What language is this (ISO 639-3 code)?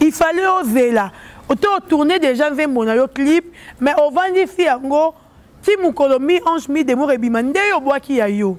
lin